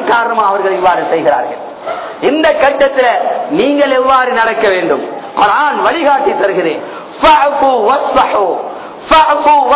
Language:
Tamil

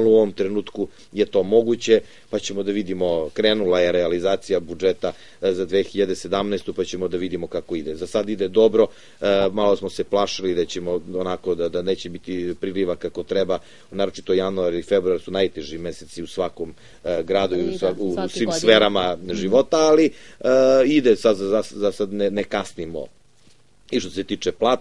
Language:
Serbian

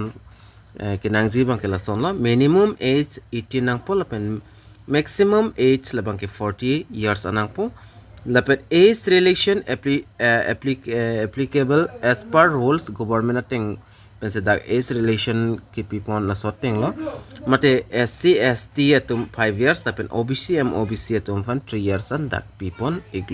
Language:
Karbi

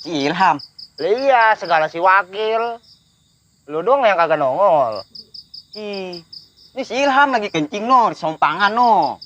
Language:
Betawi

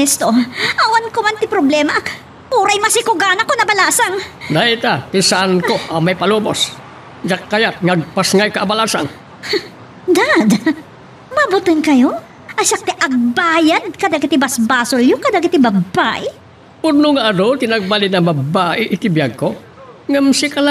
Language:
Iloko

